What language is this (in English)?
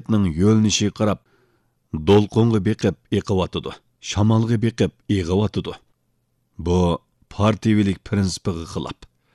Uyghur